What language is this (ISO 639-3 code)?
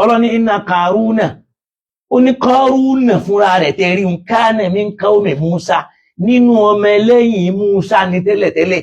yor